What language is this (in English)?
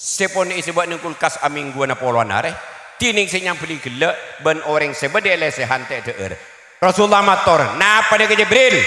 Madurese